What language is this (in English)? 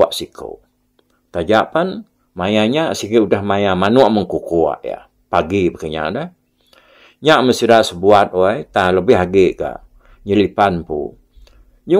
Iban